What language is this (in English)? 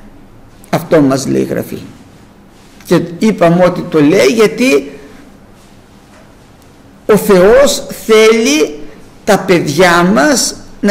Greek